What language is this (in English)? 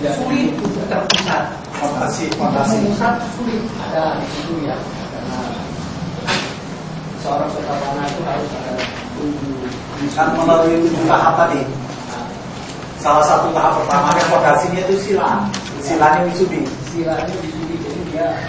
Indonesian